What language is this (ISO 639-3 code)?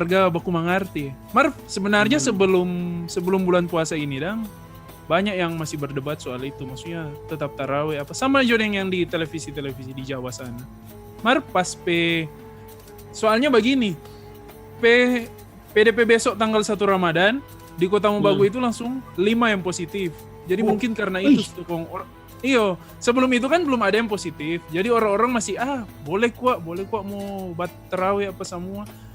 xmm